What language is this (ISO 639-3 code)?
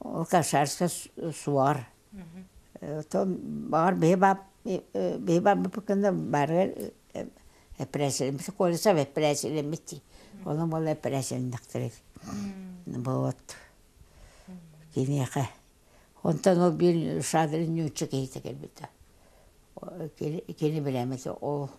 sah